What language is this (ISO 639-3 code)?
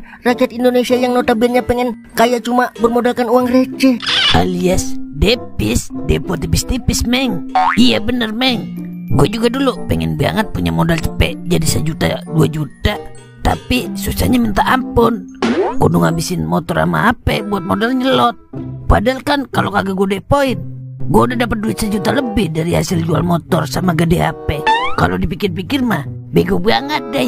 bew